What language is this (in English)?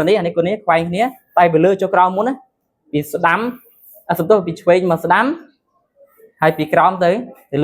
Khmer